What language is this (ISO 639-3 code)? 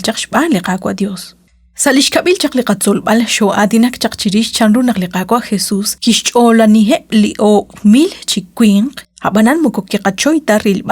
kek